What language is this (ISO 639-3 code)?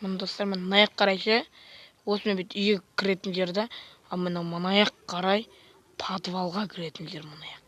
kaz